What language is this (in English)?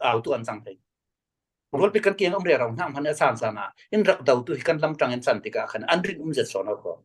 Falam Chin